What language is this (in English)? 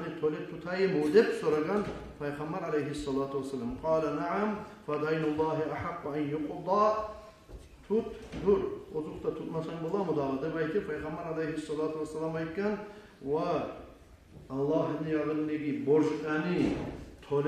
Kumyk